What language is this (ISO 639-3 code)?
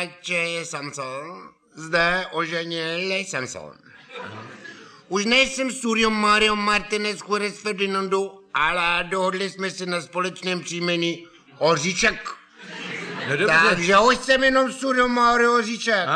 ces